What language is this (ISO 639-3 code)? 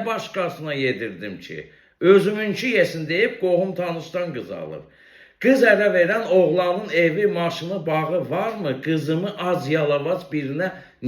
aze